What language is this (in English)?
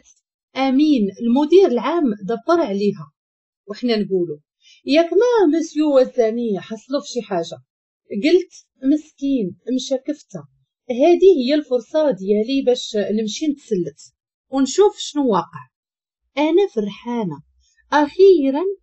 Moroccan Arabic